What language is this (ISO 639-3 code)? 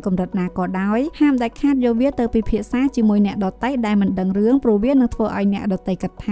khm